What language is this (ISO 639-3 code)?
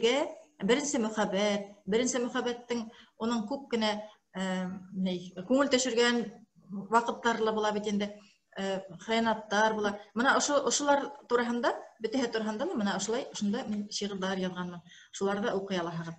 bak